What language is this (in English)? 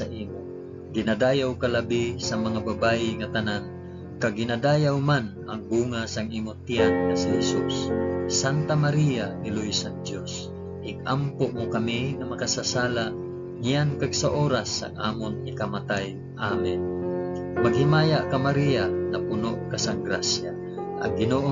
Hiligaynon